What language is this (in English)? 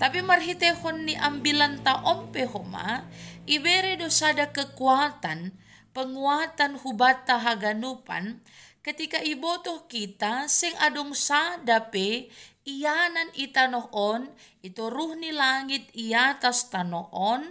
Batak Simalungun